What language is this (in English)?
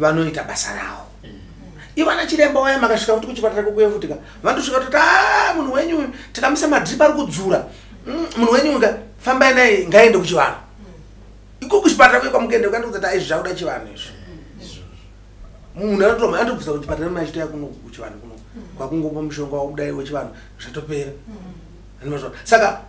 Shona